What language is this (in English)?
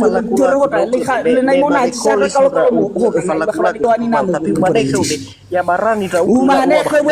Nias